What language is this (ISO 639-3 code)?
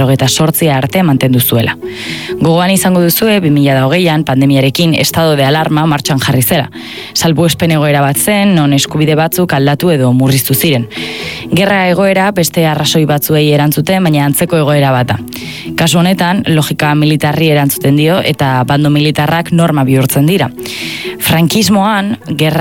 eus